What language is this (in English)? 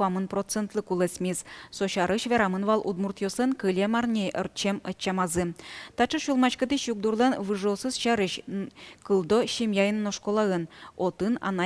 Udmurt